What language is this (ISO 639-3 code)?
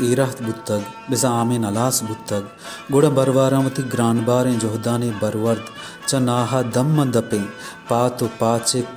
bal